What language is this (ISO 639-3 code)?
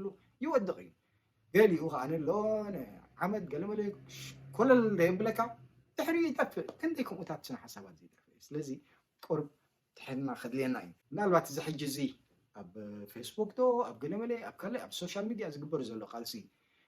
tir